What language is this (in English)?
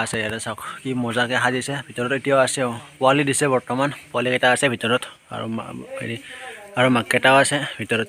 Assamese